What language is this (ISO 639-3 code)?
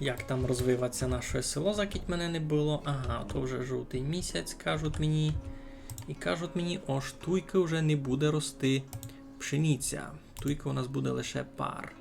rue